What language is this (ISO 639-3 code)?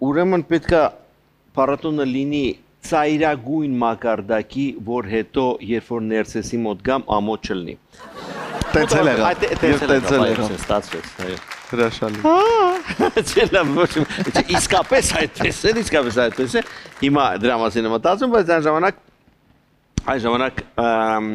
hye